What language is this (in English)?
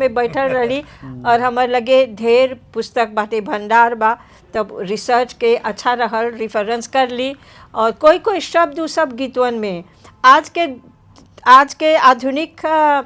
Bhojpuri